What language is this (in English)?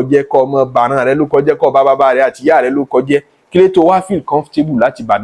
Yoruba